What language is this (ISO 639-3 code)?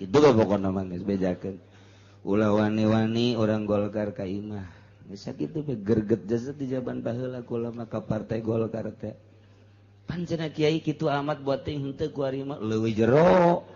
sun